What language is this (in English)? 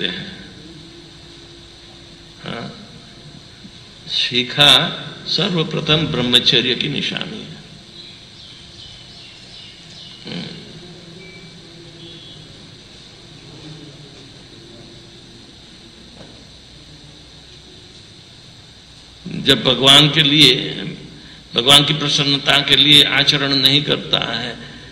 Hindi